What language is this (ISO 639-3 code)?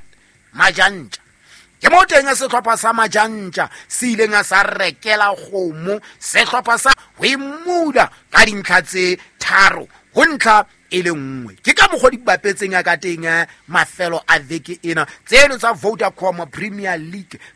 sot